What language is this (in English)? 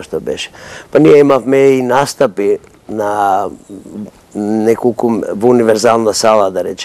Macedonian